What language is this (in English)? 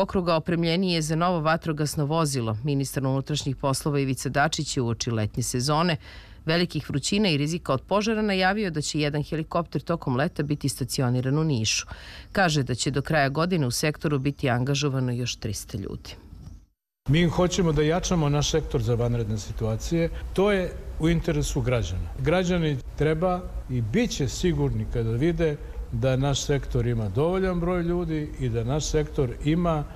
Serbian